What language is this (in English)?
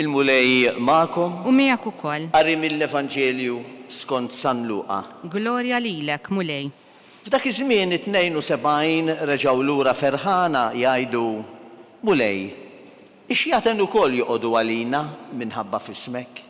Maltese